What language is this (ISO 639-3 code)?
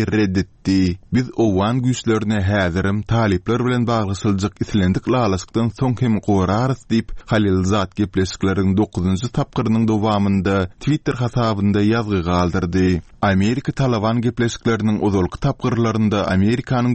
tuk